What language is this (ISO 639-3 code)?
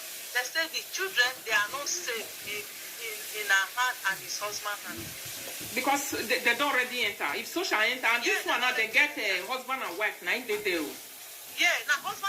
pcm